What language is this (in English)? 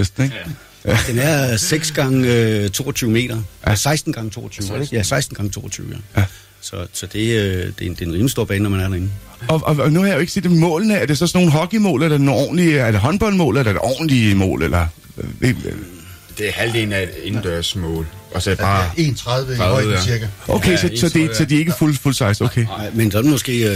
Danish